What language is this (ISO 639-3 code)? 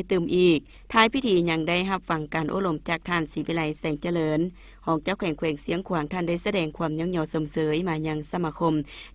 lao